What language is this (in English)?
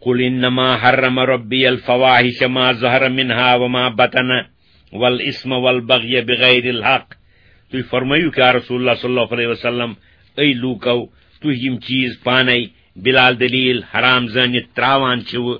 Kashmiri